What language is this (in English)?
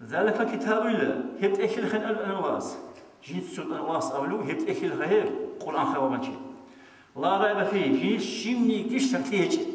Avaric